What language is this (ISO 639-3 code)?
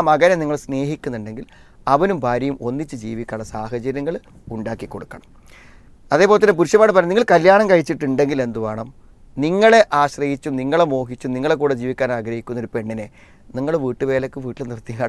mal